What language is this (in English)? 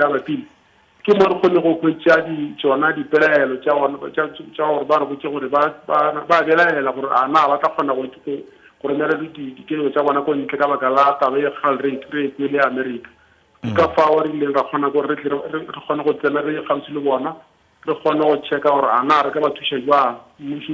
Northern Sotho